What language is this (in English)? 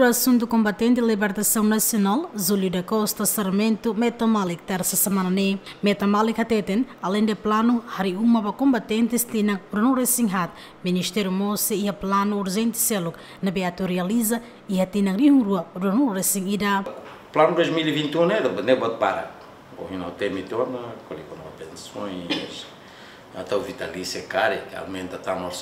Tetum